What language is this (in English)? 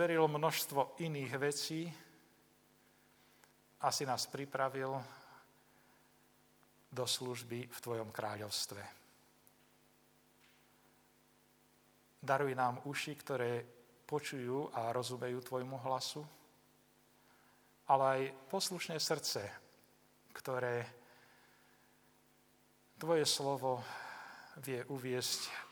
Slovak